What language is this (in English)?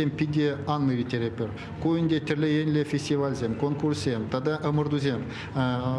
Chuvash